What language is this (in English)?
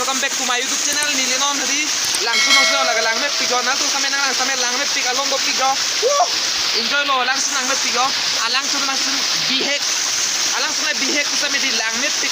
Karbi